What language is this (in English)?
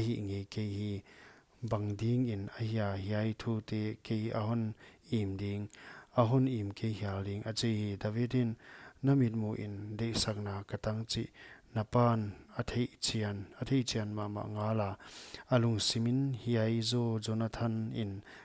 Paite Chin